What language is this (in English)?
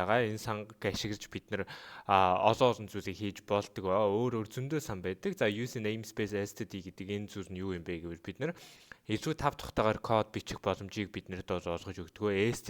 Mongolian